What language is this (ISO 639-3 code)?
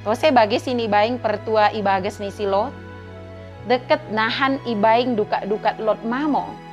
btd